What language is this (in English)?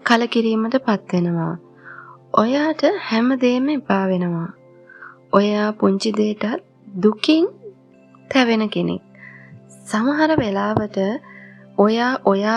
Sinhala